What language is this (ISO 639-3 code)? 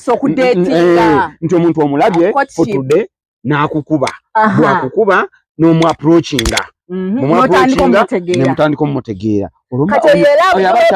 lug